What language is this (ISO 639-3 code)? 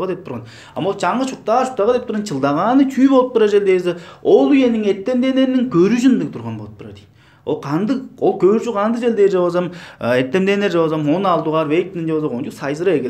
tyv